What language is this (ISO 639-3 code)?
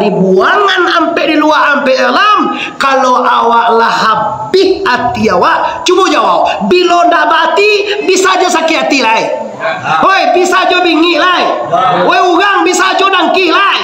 min